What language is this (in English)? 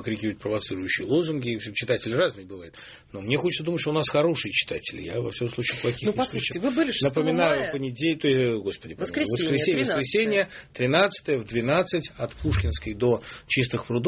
Russian